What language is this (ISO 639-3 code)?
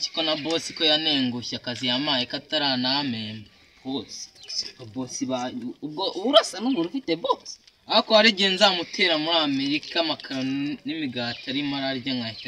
kin